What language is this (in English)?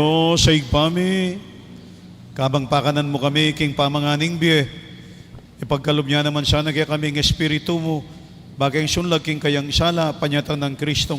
Pampanga